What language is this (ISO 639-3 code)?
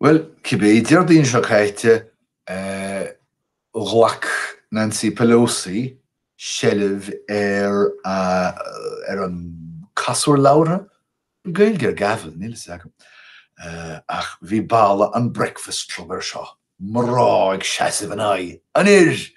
gle